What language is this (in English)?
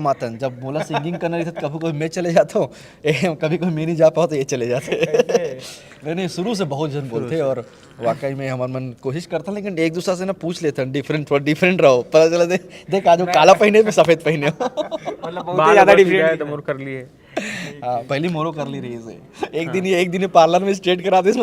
Chhattisgarhi